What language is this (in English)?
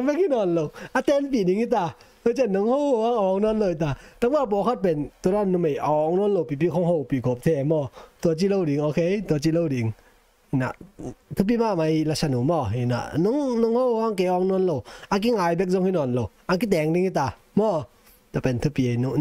Tedim Chin